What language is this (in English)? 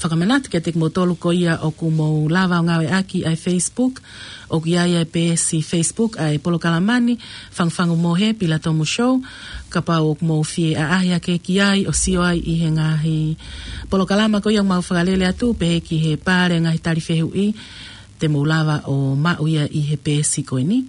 Tongan